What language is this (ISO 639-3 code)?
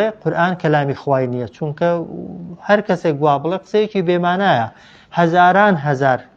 ckb